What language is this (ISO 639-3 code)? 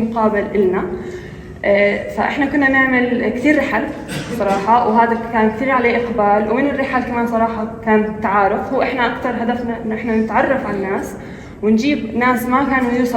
apc